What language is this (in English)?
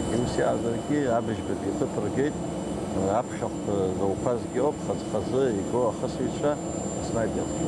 Abkhazian